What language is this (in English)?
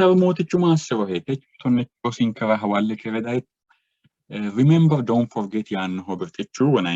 Sidamo